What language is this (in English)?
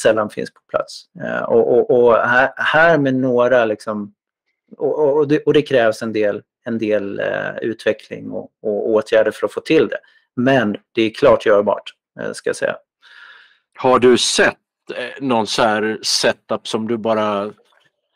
Swedish